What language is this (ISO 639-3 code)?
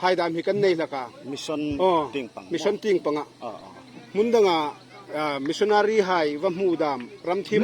hmr